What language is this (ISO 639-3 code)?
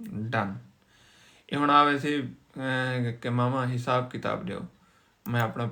skr